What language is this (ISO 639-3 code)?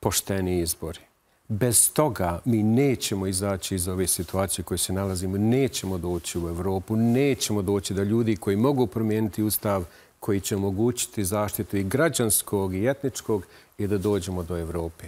bos